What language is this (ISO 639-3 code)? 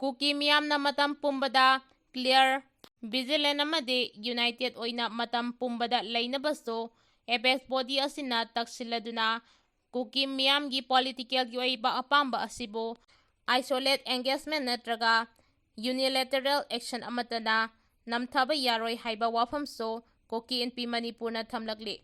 mni